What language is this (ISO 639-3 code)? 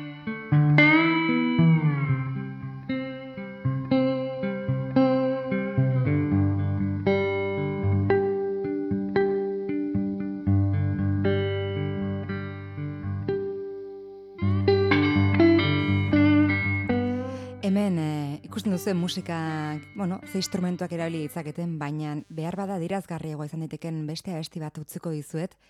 eus